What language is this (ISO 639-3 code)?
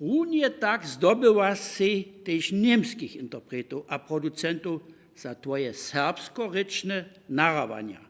hsb